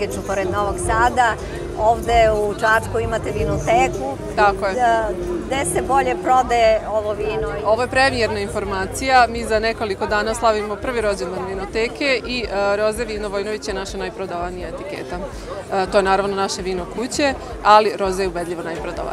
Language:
Serbian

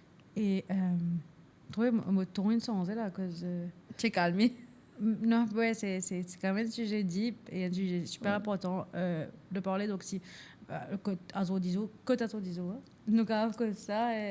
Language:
Morisyen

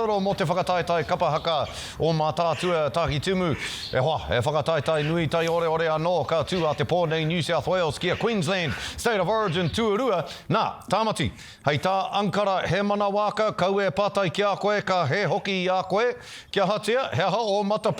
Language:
Māori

